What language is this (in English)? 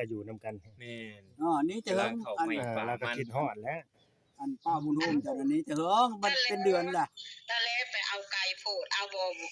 Northeastern Thai